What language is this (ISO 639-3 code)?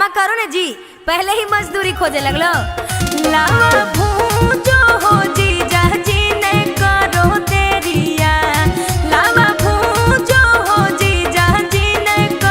mag